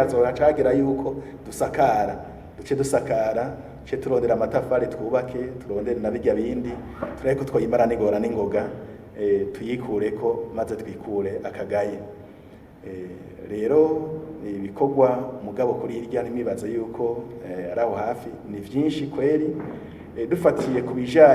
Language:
Rundi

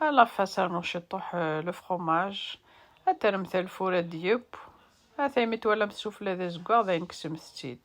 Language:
Kabyle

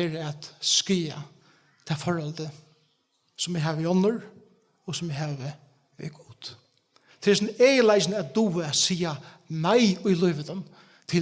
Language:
Faroese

